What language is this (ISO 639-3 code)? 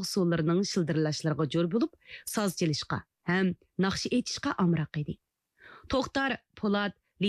uig